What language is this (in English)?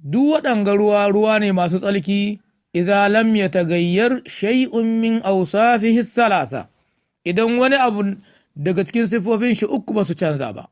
Hausa